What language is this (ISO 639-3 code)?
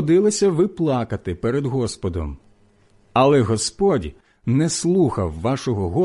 ukr